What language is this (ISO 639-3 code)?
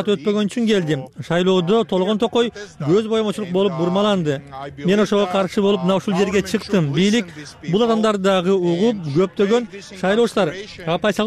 kir